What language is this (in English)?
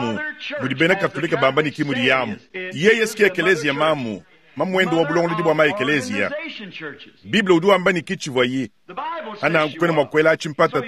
Luba-Lulua